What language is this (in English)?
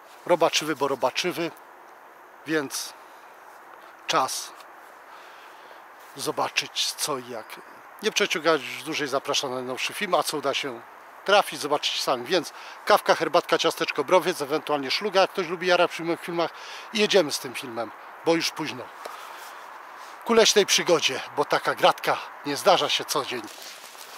Polish